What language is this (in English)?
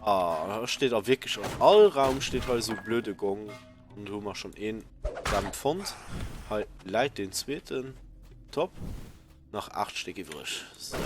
Luxembourgish